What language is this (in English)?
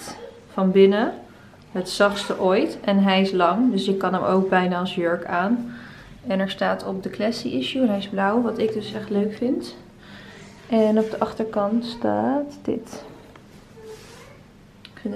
Dutch